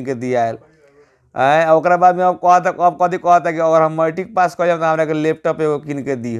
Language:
Bhojpuri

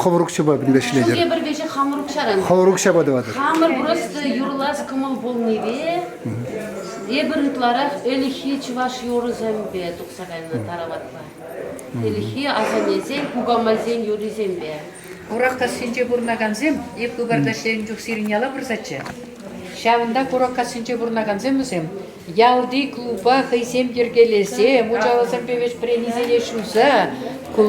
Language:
Chuvash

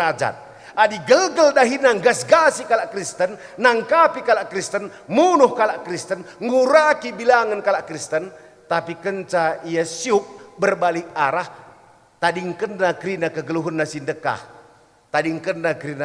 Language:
Batak Karo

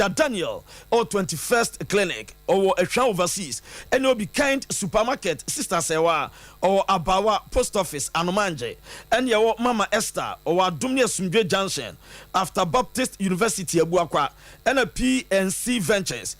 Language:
Akan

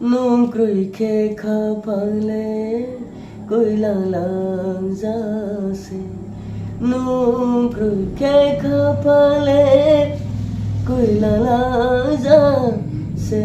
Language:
Riang (India)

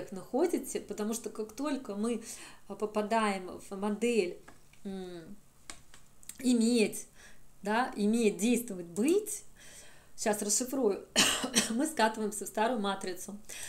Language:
Russian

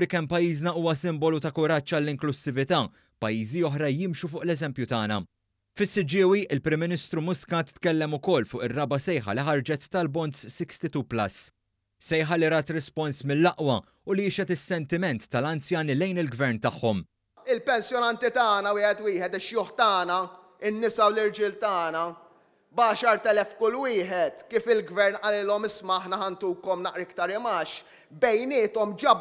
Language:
Maltese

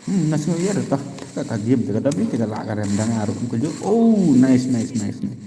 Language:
Khasi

